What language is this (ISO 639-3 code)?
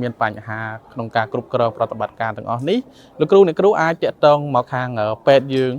khm